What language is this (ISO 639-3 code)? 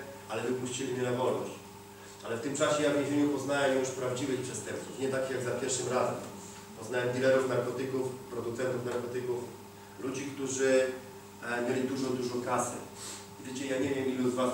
pol